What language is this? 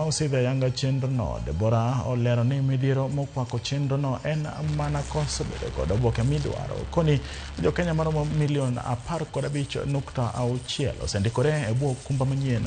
Luo (Kenya and Tanzania)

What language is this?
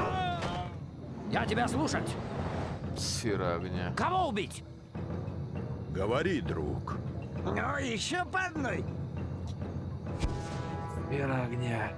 Russian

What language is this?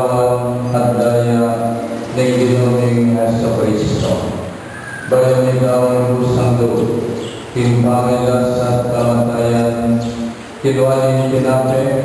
Pampanga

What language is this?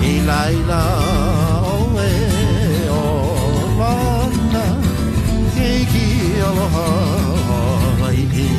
Hawaiian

